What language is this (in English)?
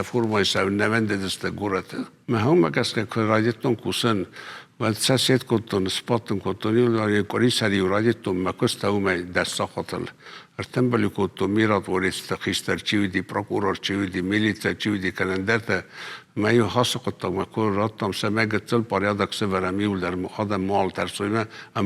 Ossetic